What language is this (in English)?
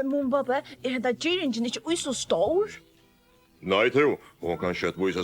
Faroese